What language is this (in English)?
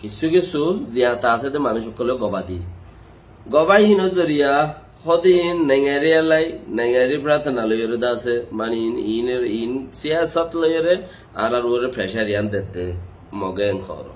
Rohingya